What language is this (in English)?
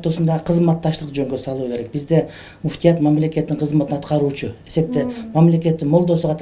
Kyrgyz